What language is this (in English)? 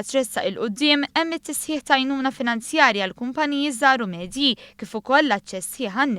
Maltese